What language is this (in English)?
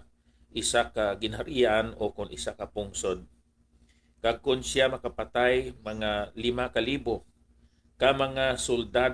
Hiligaynon